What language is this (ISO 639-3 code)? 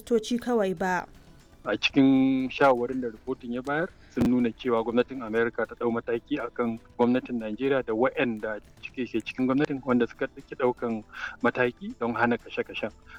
hau